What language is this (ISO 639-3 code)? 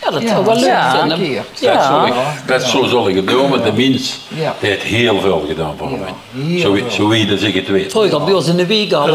lim